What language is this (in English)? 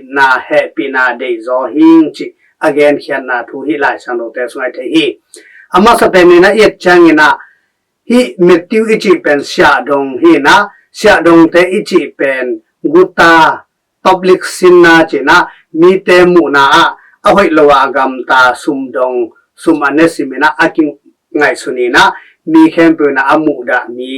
Tedim Chin